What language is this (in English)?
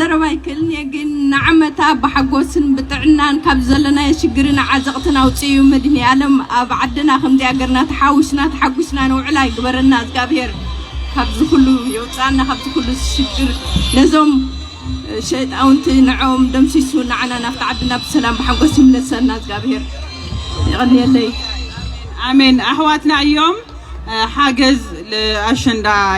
Tigrinya